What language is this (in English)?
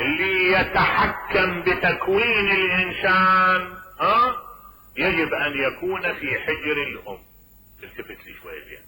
Mesopotamian Arabic